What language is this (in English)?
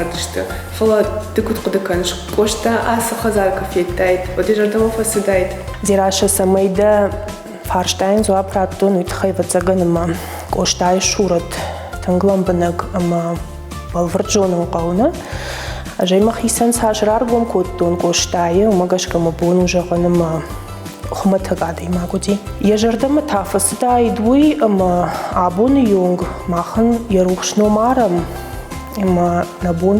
Ossetic